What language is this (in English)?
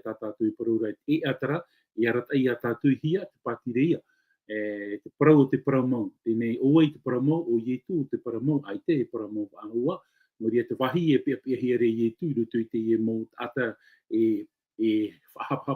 Tahitian